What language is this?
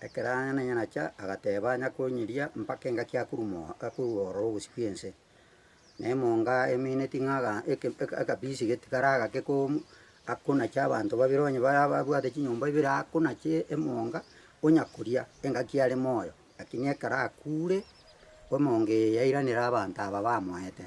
Gusii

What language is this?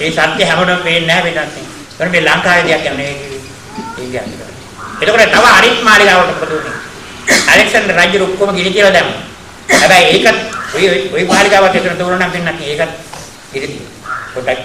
Sinhala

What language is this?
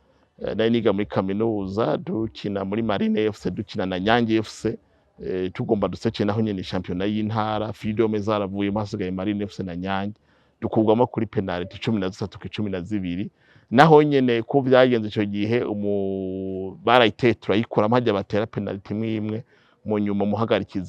Rundi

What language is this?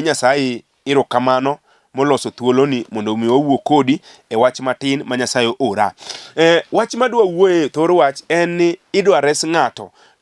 Luo (Kenya and Tanzania)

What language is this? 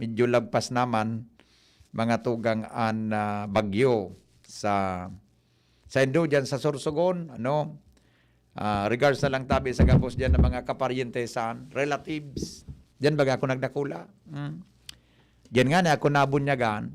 Bikol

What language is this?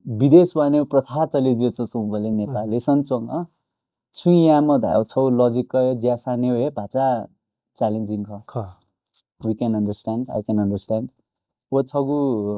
Newari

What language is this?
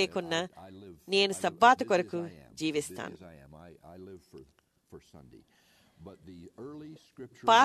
Telugu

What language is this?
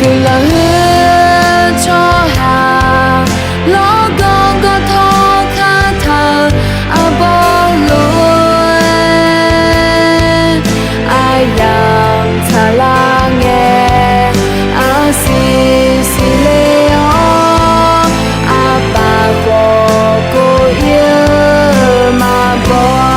Akha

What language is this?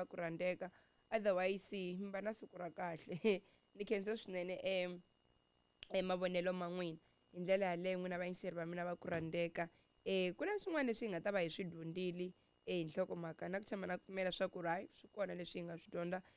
Tsonga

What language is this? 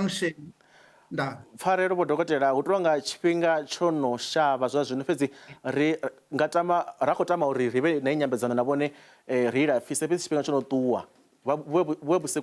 Venda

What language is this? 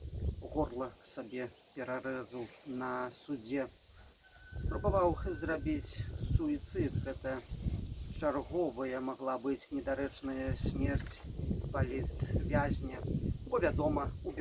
Belarusian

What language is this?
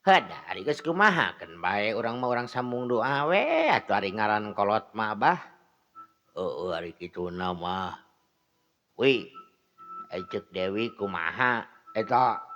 Sundanese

